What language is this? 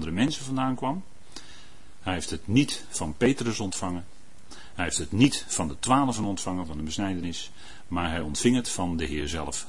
Dutch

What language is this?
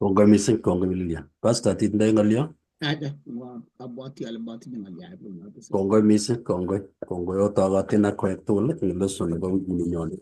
Kalenjin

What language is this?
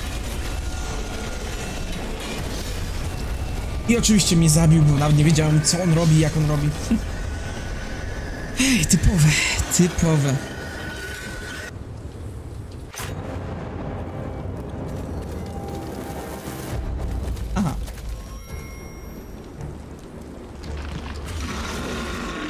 Polish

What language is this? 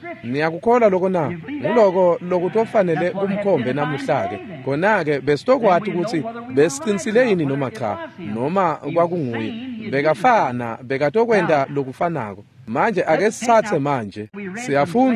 Swati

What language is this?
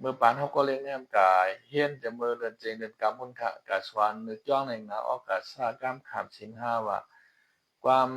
Shan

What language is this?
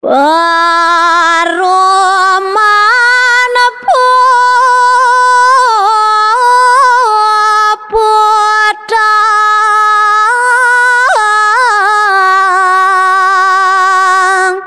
Balinese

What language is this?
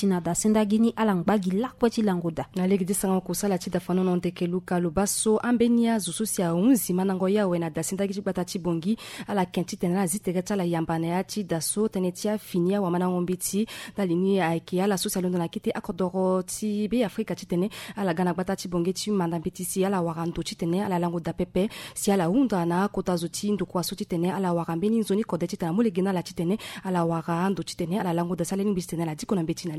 Sango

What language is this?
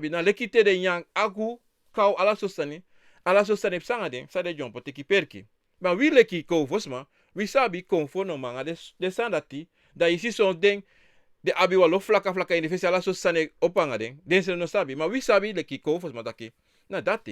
Sranan Tongo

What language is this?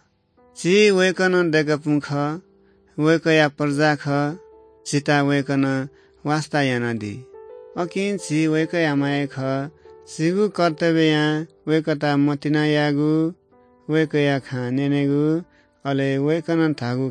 Newari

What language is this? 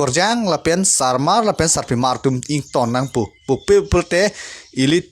Karbi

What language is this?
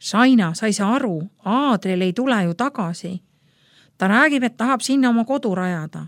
Estonian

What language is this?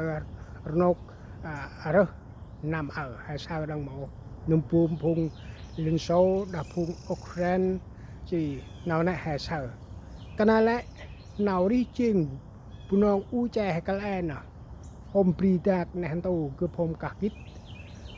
Central Mnong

